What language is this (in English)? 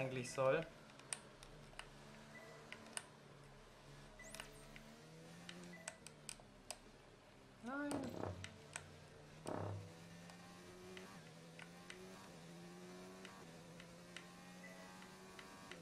German